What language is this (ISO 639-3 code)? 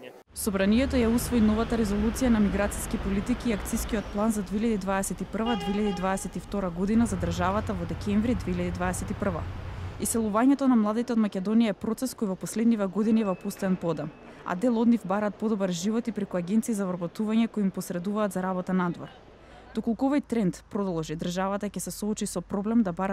mkd